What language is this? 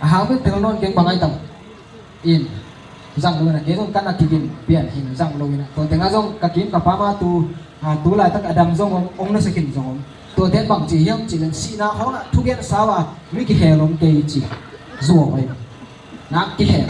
Tedim Chin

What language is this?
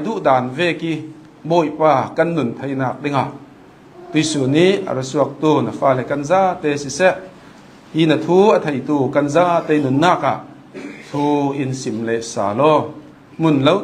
Hakha Chin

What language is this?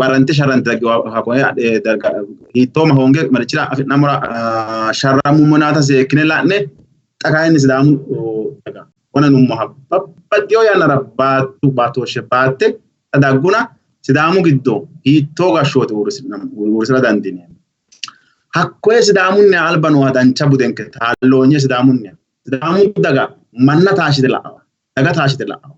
Sidamo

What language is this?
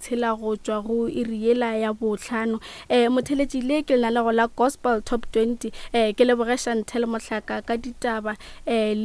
Northern Sotho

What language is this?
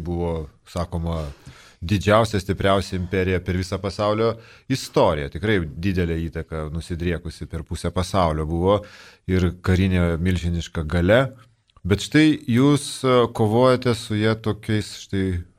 Lithuanian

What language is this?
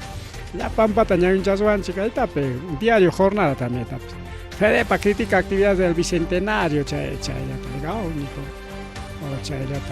Ayacucho Quechua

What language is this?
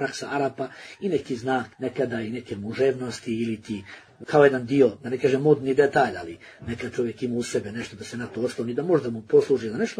Bosnian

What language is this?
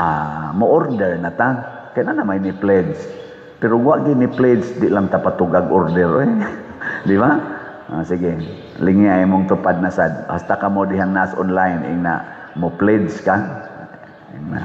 Cebuano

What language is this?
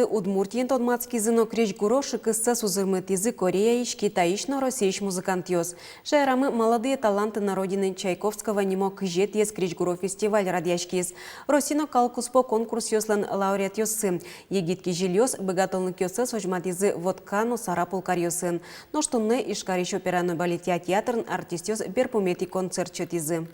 Udmurt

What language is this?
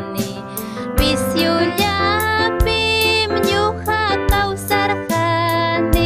Ayacucho Quechua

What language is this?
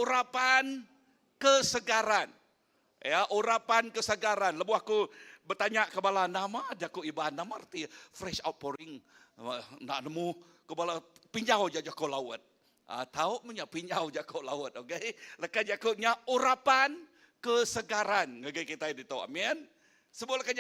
Iban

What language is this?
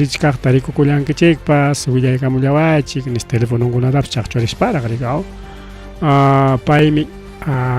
Ayacucho Quechua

